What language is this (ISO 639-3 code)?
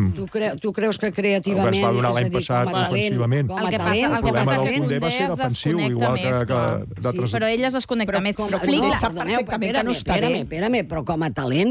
cat